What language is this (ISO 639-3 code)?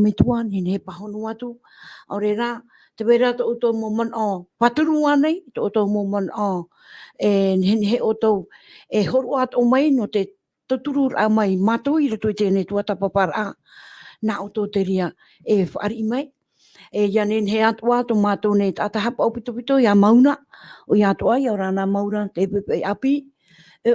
tah